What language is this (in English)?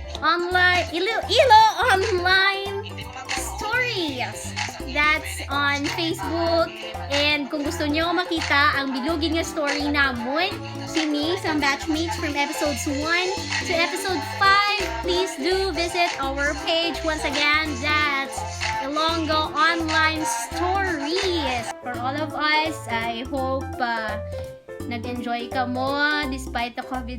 Hiligaynon